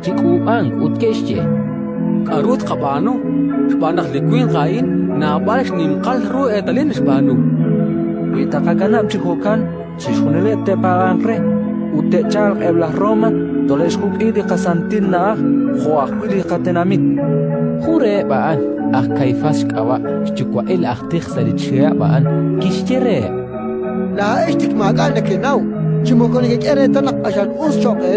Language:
Kekchí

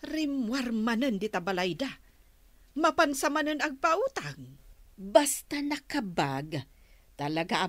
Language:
Iloko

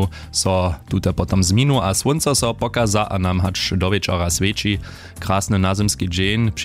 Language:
Upper Sorbian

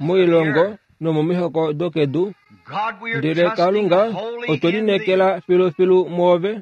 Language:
Kuanyama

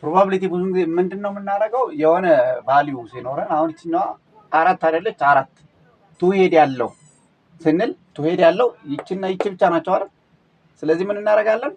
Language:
Amharic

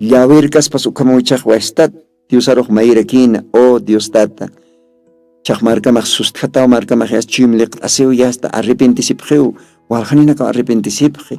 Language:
Aymara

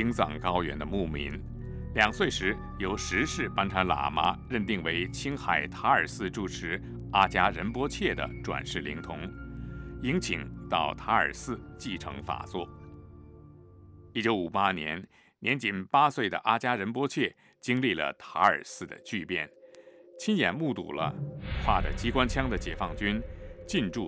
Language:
Chinese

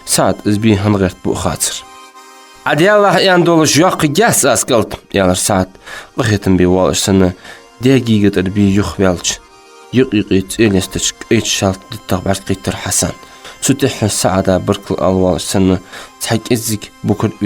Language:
Ingush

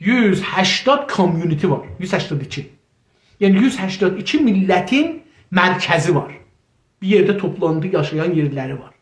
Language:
South Azerbaijani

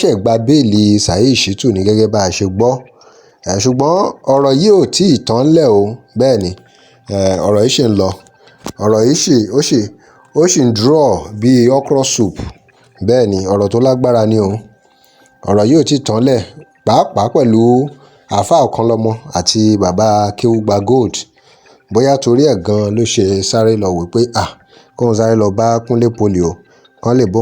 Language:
Yoruba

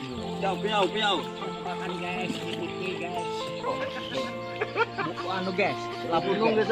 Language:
Banjar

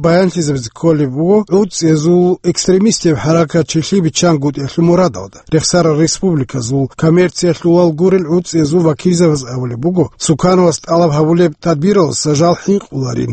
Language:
Avaric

